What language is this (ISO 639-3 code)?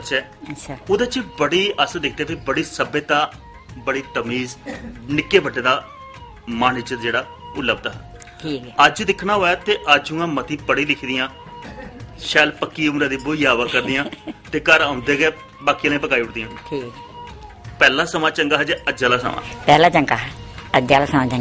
doi